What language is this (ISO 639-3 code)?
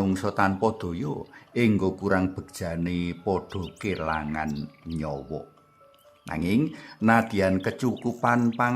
jav